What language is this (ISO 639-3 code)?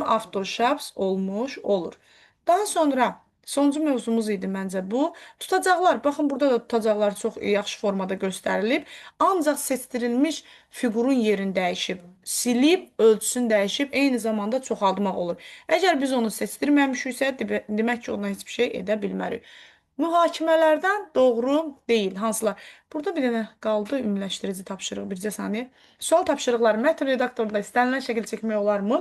aze